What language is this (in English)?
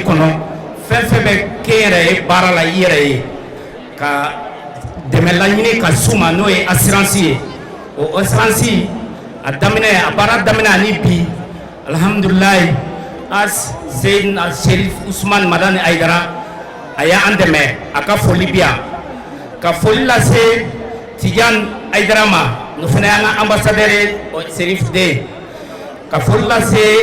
Bambara